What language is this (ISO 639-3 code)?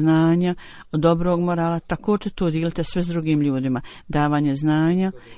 bos